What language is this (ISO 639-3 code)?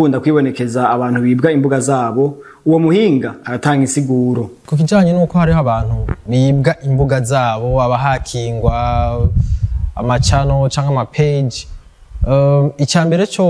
run